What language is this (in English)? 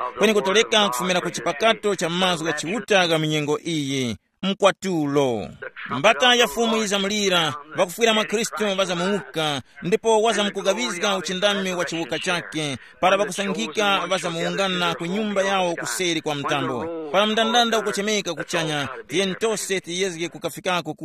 Tumbuka